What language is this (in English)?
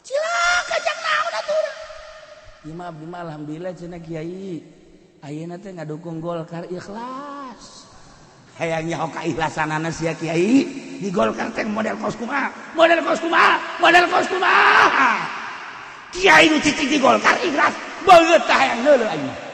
Sundanese